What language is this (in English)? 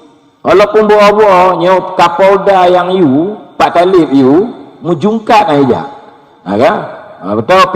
Achinese